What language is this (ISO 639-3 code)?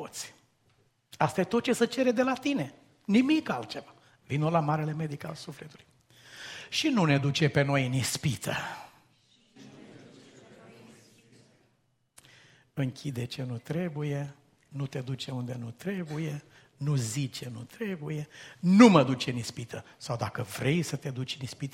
ron